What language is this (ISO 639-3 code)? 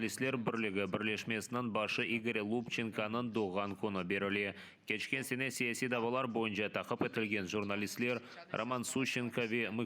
crh